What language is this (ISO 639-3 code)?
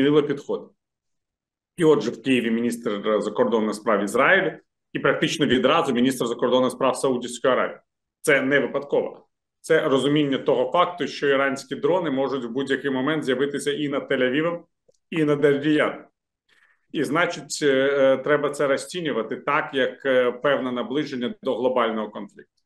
ukr